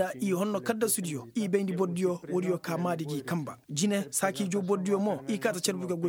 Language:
Koyraboro Senni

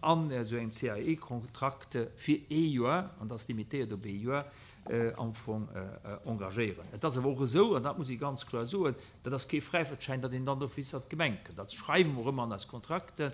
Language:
Luxembourgish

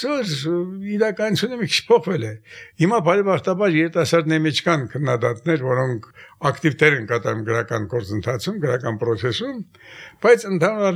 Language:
Armenian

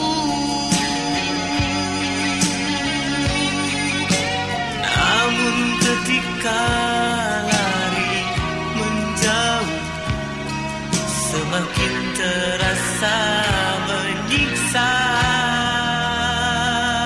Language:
Indonesian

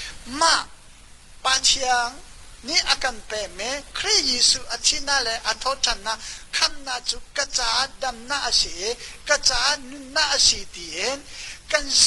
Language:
Hakha Chin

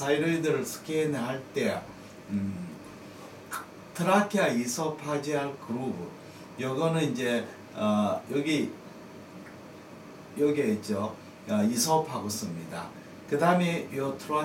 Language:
Korean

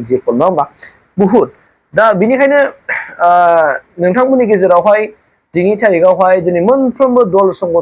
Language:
Bodo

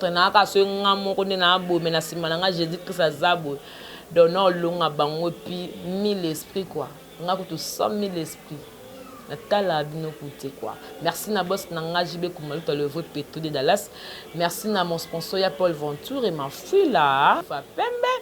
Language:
Lingala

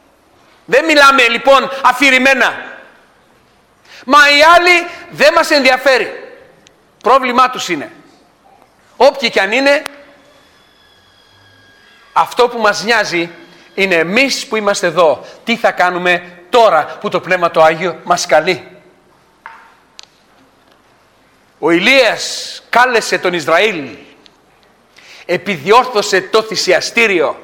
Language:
Greek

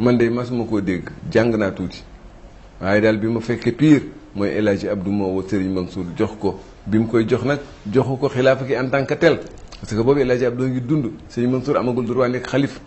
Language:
Wolof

